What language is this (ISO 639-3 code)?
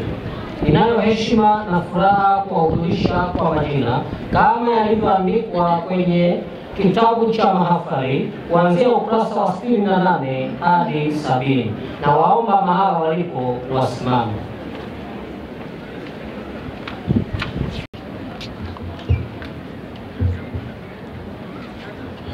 swa